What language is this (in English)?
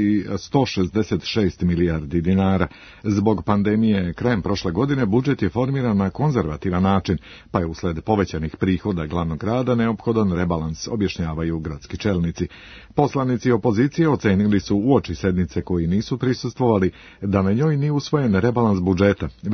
Serbian